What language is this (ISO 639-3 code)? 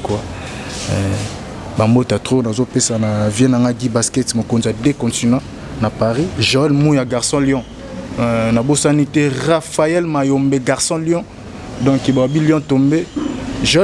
lin